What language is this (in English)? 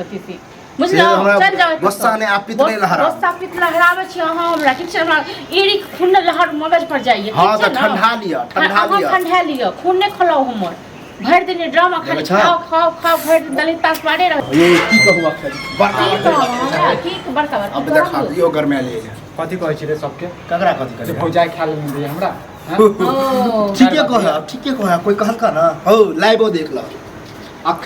Maithili